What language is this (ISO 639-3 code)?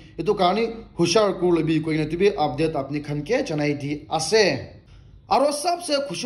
nag